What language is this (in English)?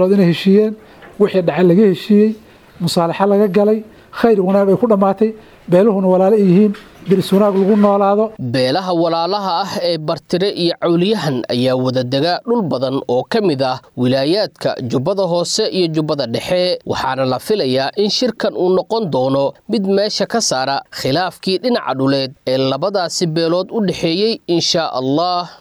Somali